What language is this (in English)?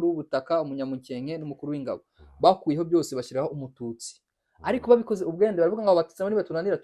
Kinyarwanda